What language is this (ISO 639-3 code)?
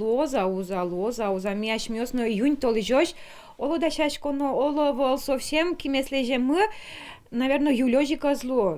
udm